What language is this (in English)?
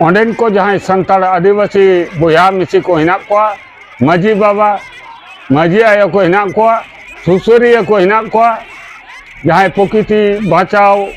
Santali